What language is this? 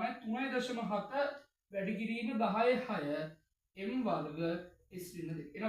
Sinhala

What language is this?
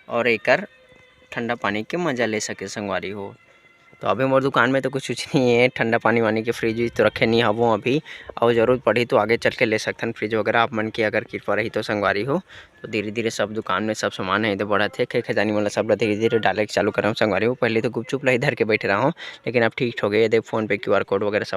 Chhattisgarhi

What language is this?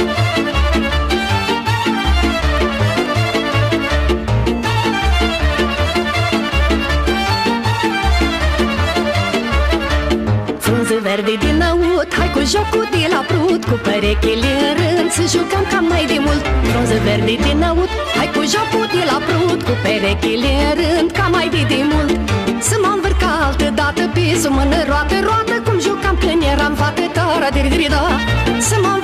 Romanian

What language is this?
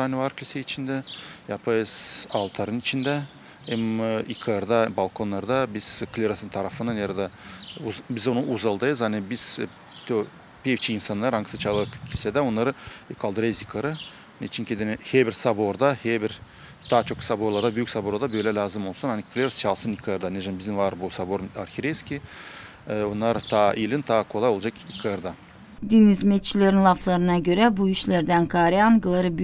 Gagauz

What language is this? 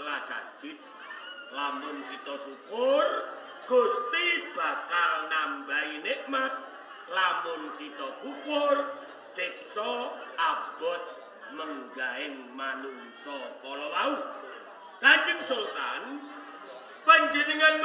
Javanese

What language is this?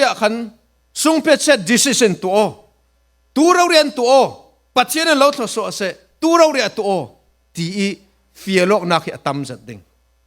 Falam Chin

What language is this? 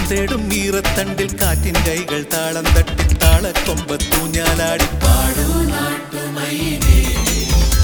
Malayalam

